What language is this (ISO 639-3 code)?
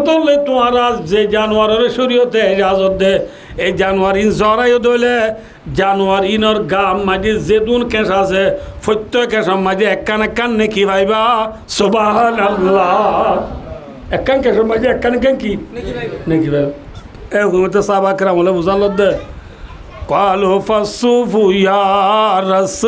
rhg